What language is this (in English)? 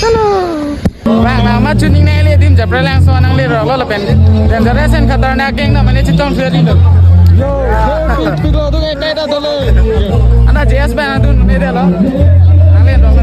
Karbi